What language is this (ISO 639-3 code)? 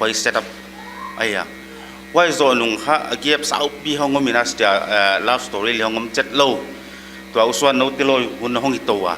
pck